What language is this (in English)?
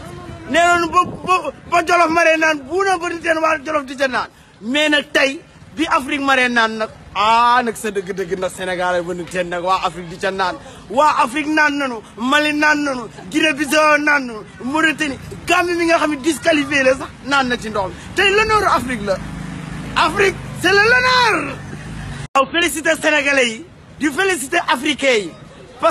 Wolof